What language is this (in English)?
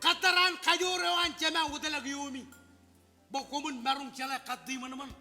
Marshallese